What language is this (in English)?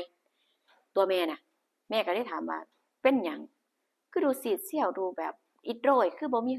Lao